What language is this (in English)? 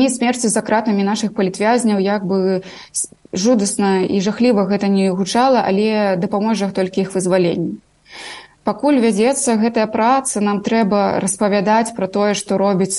Belarusian